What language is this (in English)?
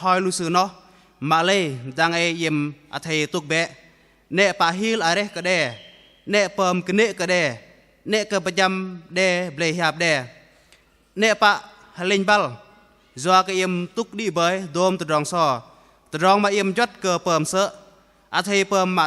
Bahnar